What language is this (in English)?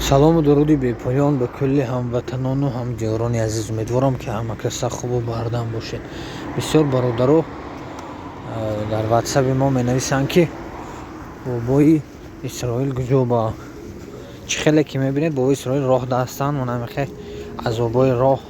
Tajik